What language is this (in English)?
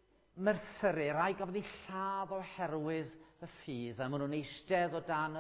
Welsh